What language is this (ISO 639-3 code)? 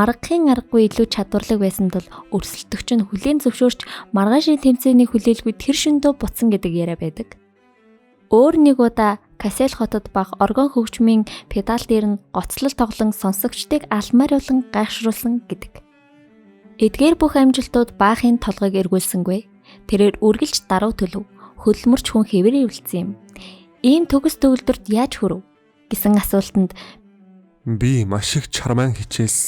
mon